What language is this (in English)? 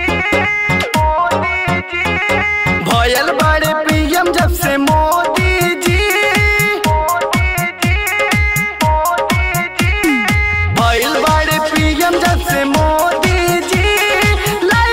Bhojpuri